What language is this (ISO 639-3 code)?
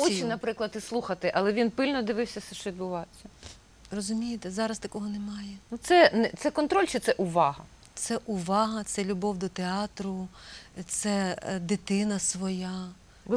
ukr